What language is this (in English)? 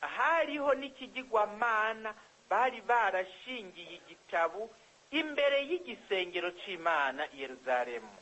Rundi